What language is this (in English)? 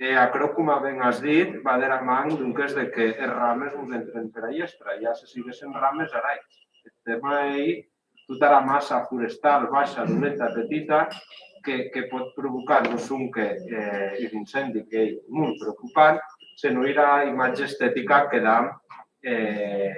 Occitan